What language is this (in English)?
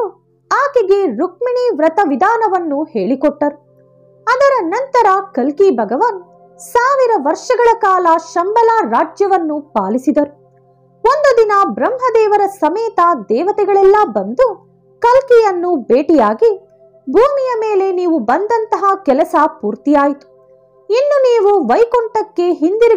Kannada